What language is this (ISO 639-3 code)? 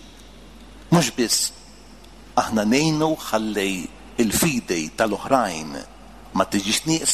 mlt